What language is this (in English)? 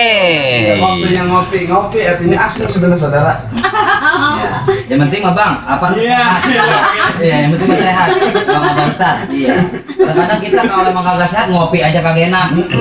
Betawi